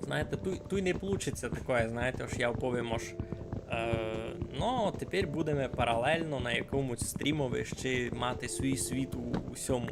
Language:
Rusyn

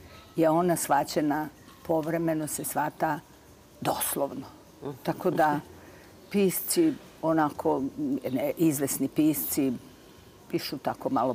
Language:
Serbian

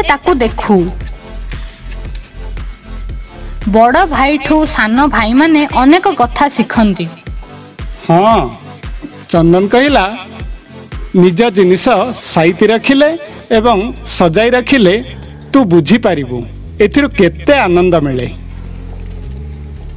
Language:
Odia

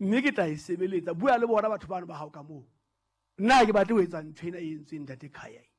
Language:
Southern Sotho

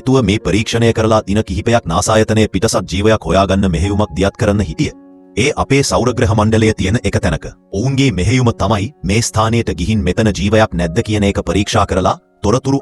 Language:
Sinhala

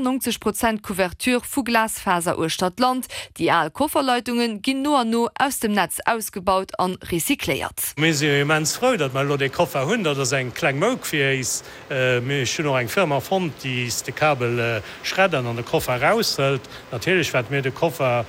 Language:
Luxembourgish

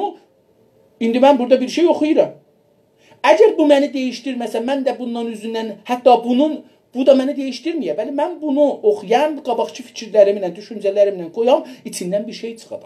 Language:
South Azerbaijani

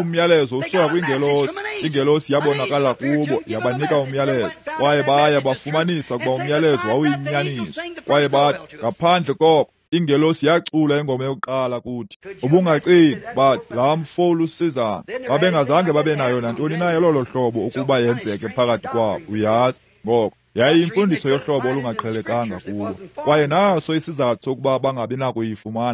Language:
Xhosa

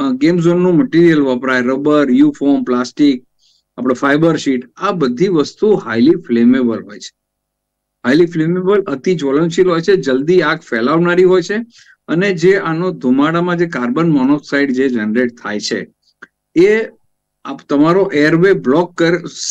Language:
Gujarati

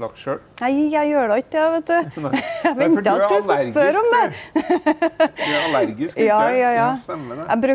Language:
Norwegian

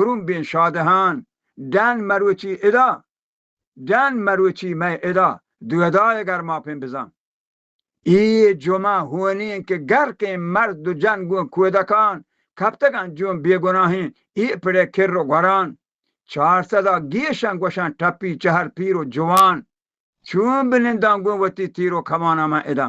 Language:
Baluchi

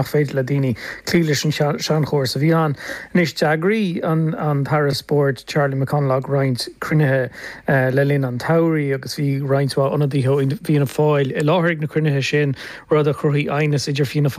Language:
Irish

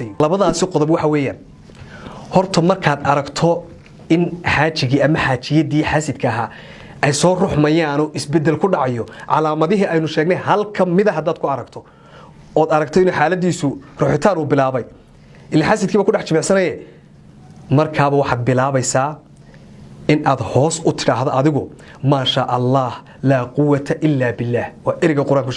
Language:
Somali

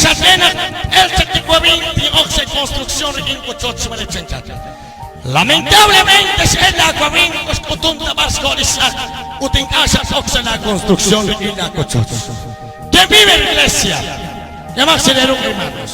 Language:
Kekchí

